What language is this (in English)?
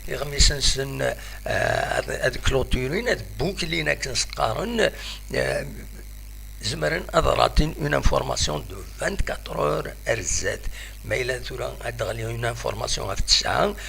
Kabyle